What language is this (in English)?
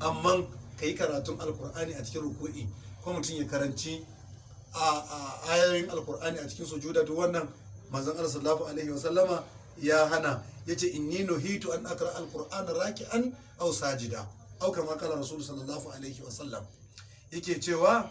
Hausa